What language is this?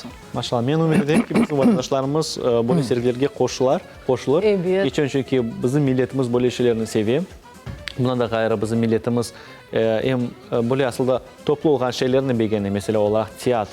Crimean Tatar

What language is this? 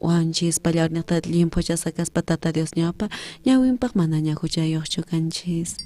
South Bolivian Quechua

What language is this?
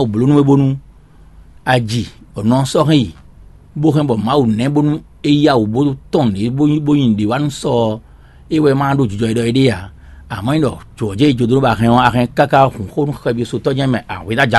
Fon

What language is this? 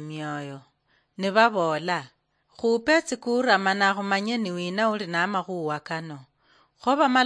Luyia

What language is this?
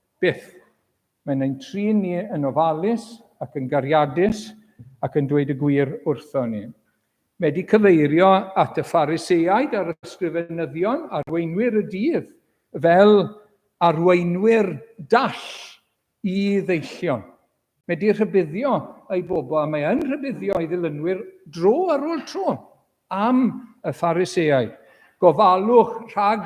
Welsh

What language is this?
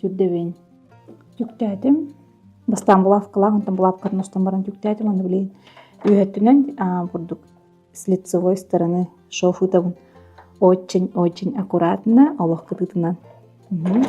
Yakut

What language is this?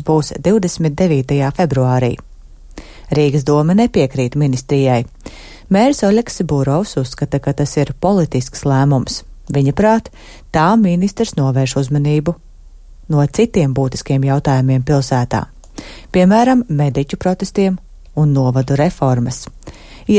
Latvian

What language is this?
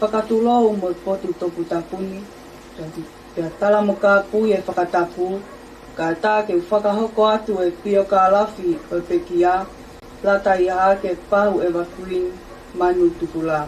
Tongan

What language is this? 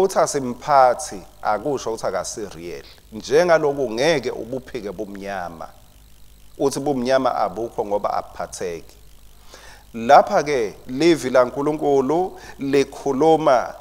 Swati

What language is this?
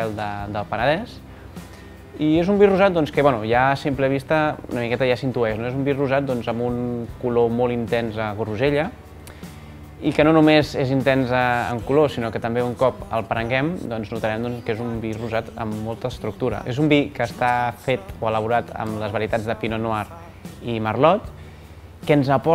Catalan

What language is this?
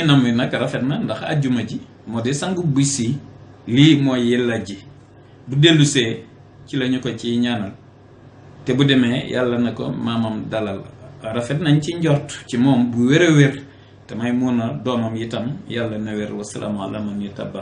Wolof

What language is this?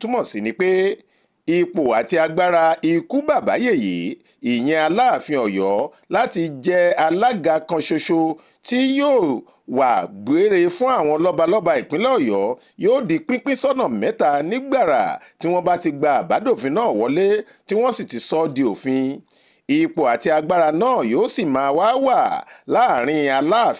Yoruba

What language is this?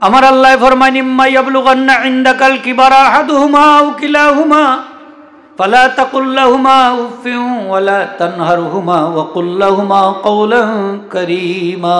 Sylheti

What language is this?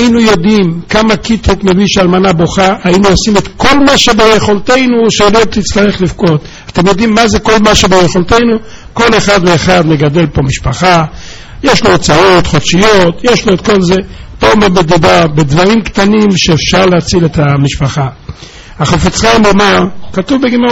Hebrew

